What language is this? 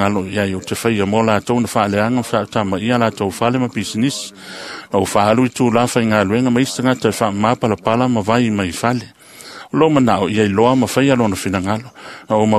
Samoan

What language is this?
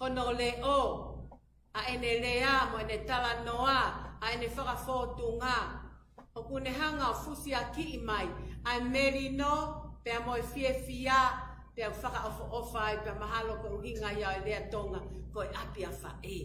Tongan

